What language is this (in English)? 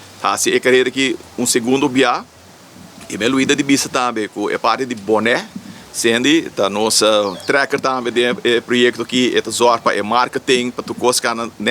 Papiamento